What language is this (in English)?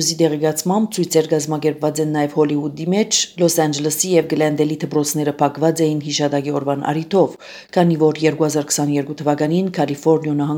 Armenian